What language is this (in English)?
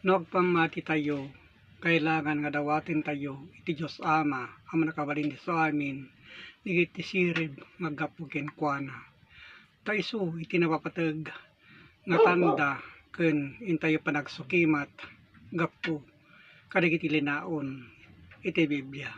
Iloko